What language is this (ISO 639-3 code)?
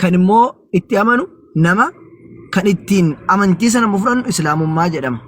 orm